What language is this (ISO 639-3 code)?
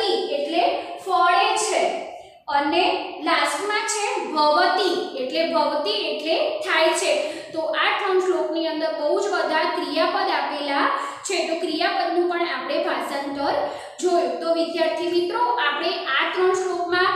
guj